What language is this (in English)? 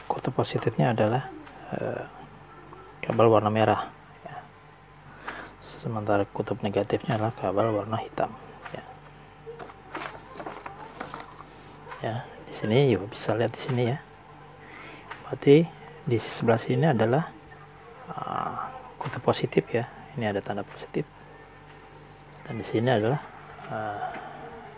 Indonesian